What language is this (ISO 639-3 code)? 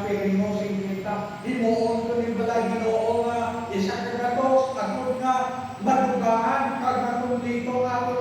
hil